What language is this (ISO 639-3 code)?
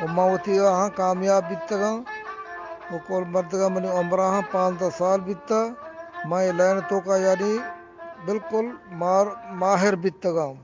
bgp